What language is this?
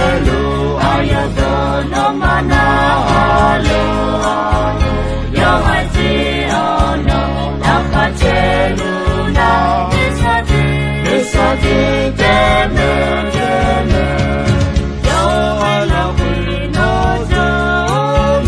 Akha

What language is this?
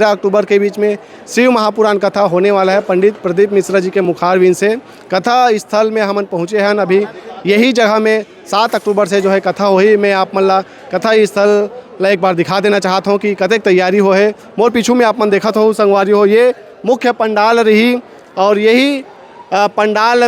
Chhattisgarhi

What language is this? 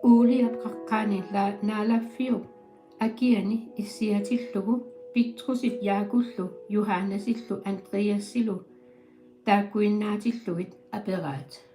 Kalaallisut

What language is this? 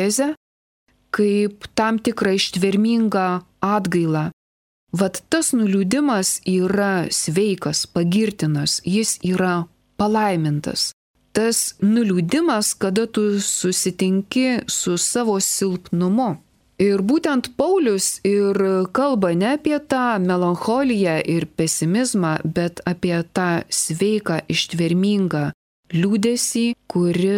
Lithuanian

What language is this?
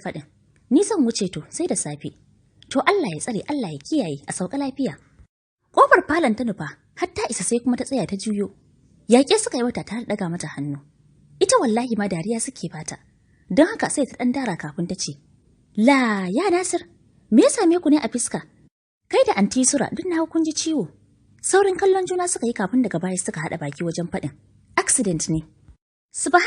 Hausa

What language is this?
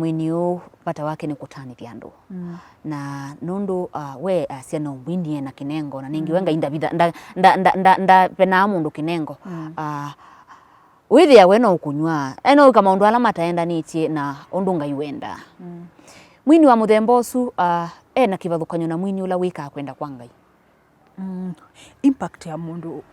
Kamba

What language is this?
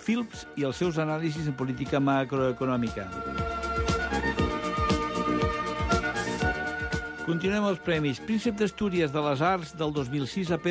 Catalan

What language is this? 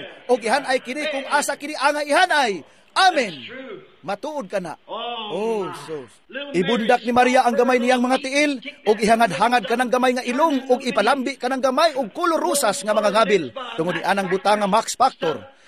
Cebuano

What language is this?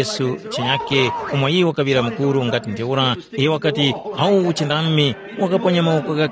Tumbuka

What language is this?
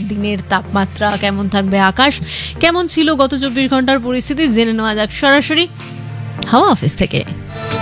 Bangla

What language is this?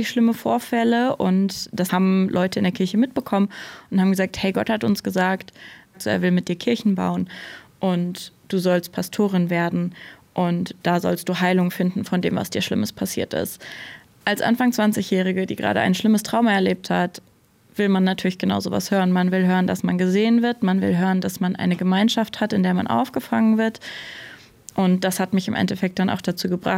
German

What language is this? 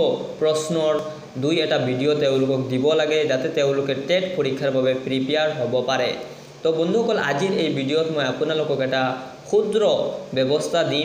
Assamese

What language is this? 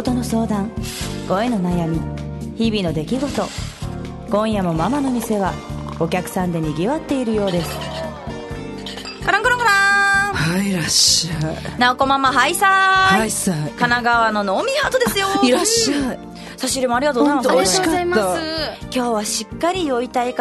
Japanese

